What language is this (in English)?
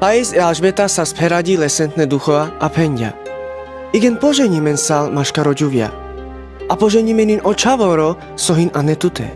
Carpathian Romani